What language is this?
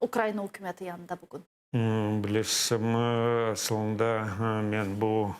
Crimean Tatar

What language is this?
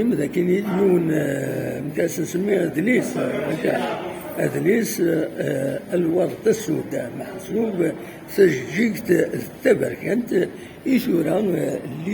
Kabyle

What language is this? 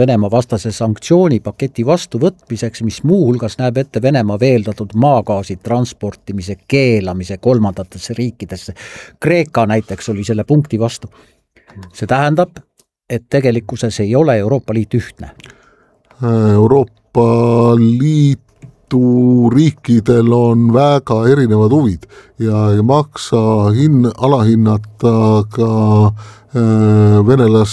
Estonian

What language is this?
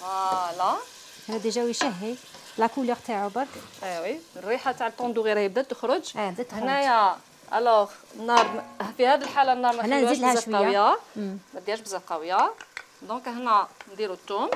Algerian Arabic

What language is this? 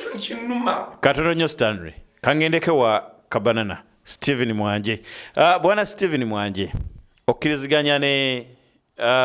Ganda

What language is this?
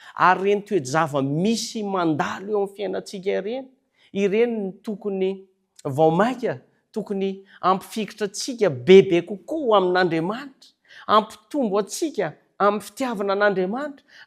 Malagasy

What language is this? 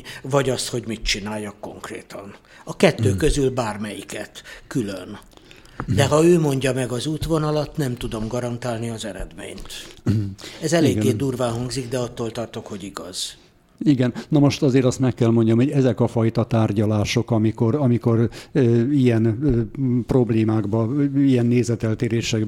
Hungarian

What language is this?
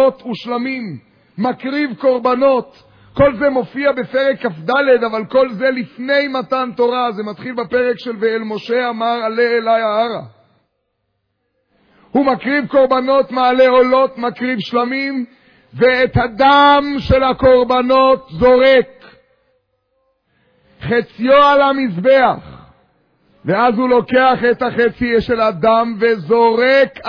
Hebrew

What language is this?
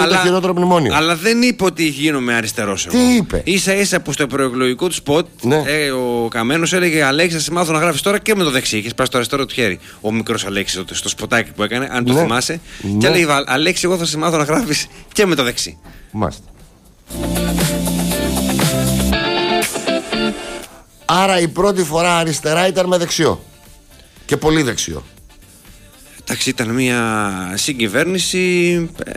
Greek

